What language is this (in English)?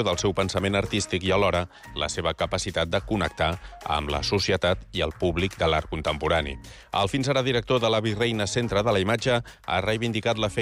Catalan